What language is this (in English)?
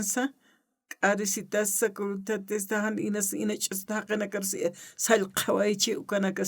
Aymara